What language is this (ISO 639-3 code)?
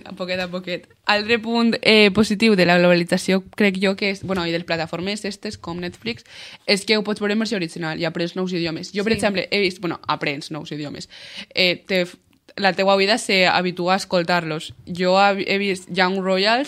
cat